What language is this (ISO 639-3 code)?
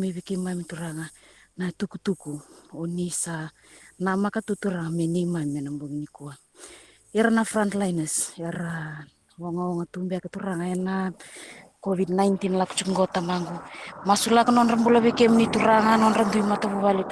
fij